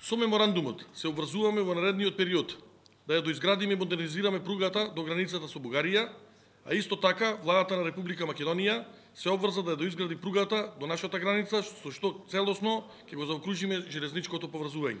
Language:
Macedonian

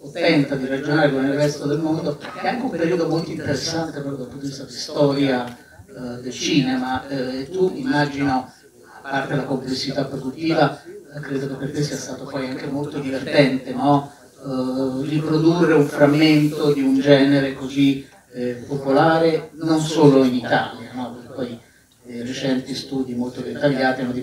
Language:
Italian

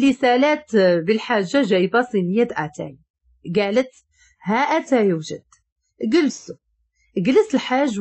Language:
Moroccan Arabic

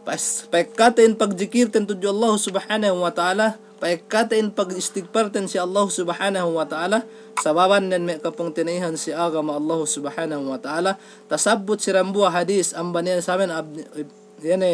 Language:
Yakan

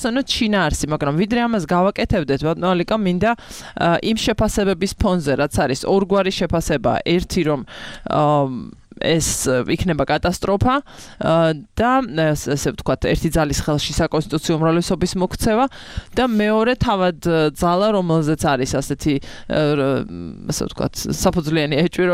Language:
Georgian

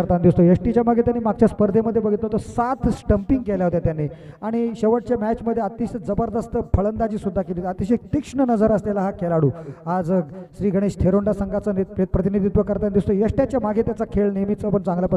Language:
Marathi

